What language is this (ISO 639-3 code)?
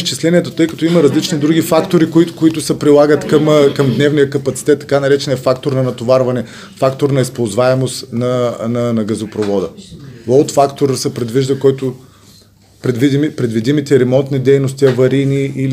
bul